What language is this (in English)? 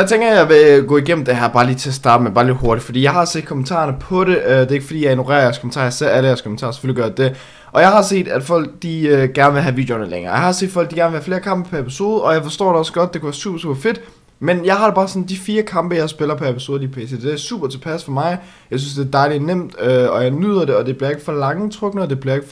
Danish